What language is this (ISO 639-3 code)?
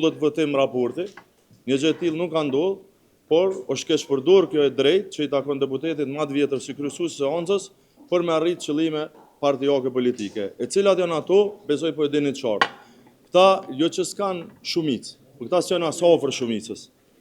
sqi